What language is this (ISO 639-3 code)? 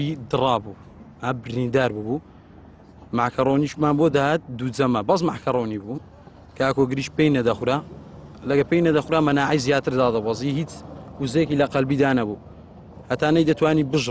ckb